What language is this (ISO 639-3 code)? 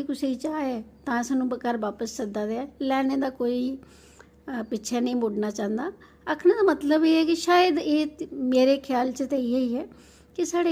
doi